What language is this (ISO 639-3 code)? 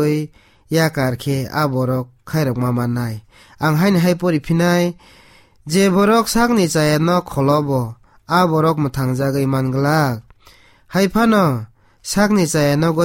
trp